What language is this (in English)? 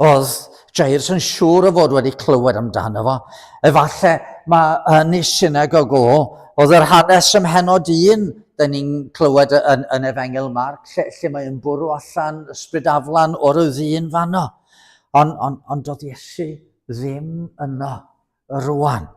Welsh